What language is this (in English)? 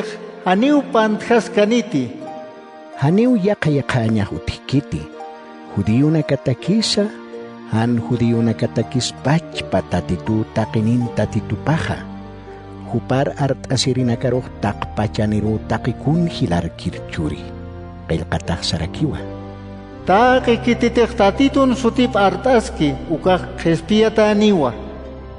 Aymara